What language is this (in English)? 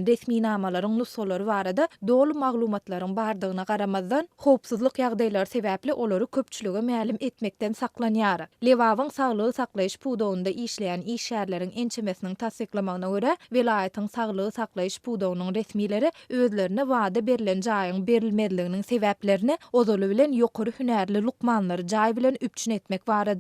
Turkmen